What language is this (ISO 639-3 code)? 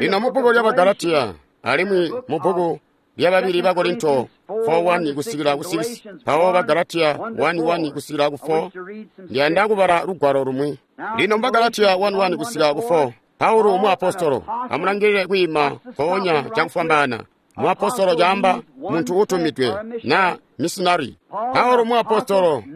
toi